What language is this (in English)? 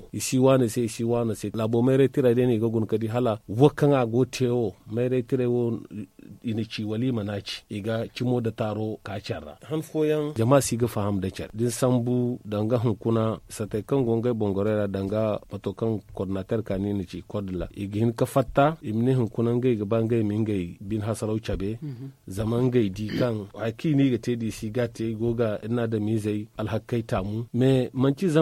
Zarma